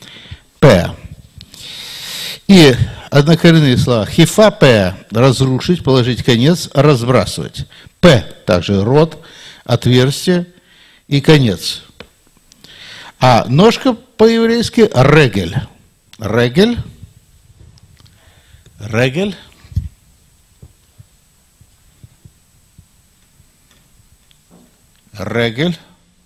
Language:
Russian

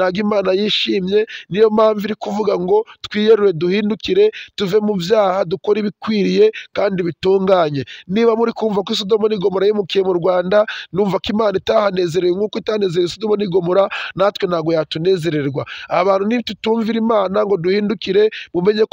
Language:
Kinyarwanda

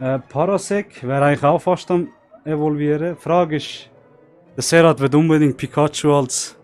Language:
Swiss German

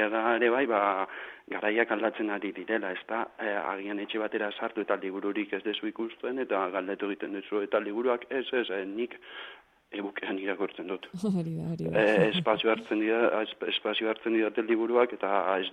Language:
Basque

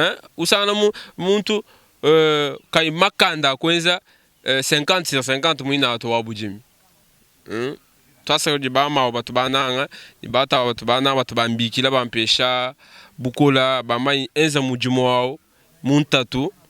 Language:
Luba-Lulua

